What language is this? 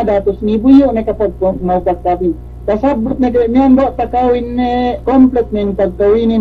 Yakan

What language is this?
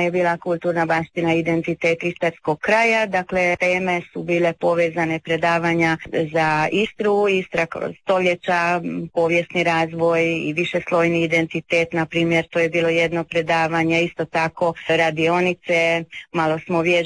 Croatian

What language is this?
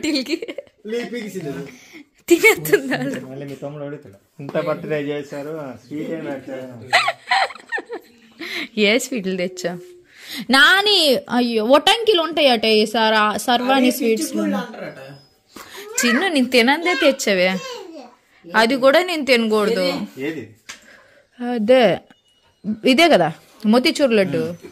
Telugu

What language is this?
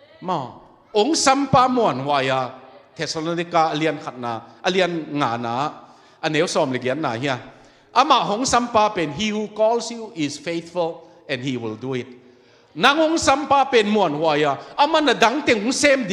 Tedim Chin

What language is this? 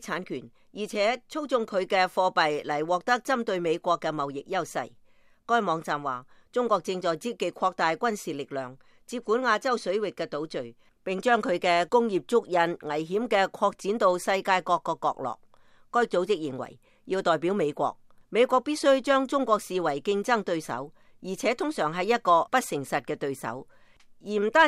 Cantonese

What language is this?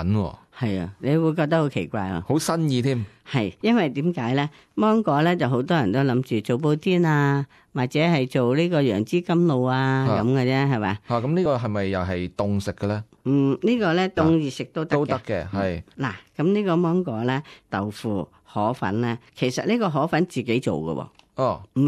Cantonese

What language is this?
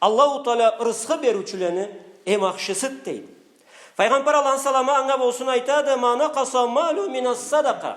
Karachay-Balkar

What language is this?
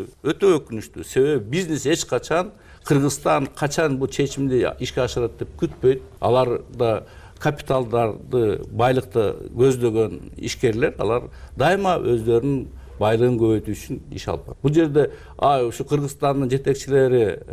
Kyrgyz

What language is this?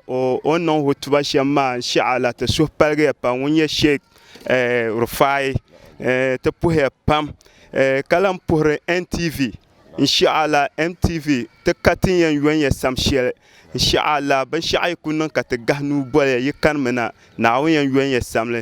Dagbani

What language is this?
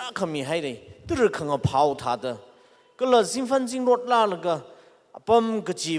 Tangkhul Naga (India)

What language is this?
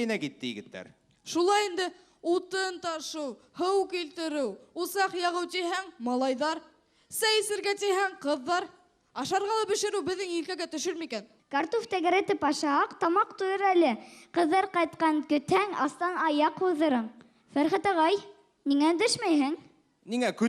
Bashkir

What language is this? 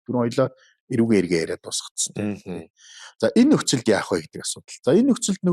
Mongolian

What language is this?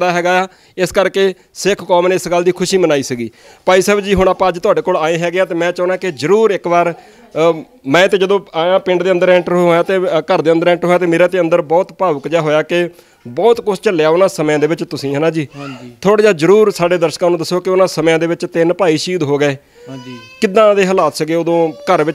Punjabi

